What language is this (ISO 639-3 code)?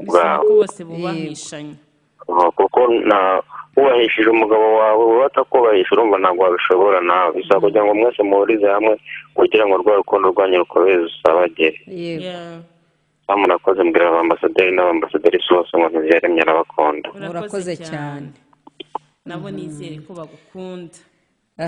kin